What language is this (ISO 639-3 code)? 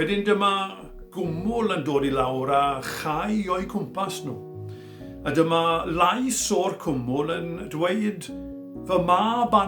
cym